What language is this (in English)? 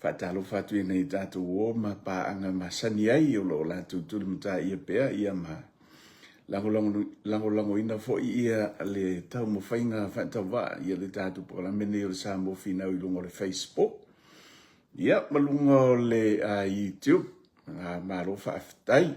Samoan